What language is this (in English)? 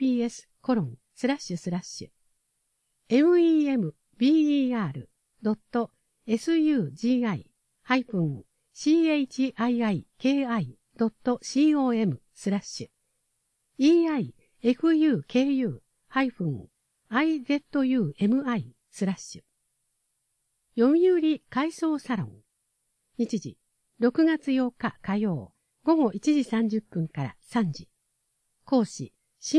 Japanese